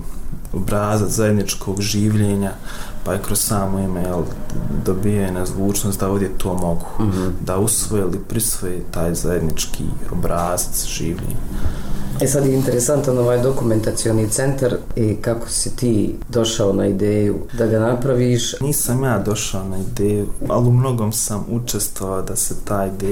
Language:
Bosnian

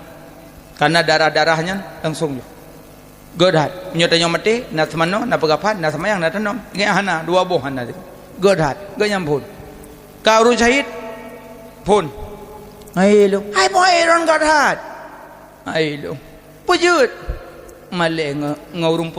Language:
Achinese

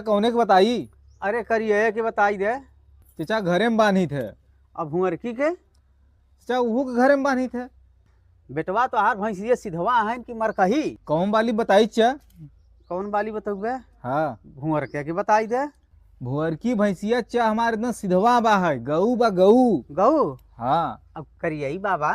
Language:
Bhojpuri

